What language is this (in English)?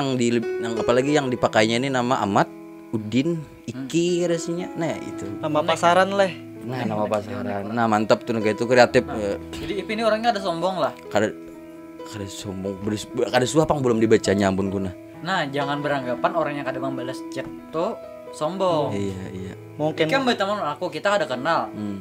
Banjar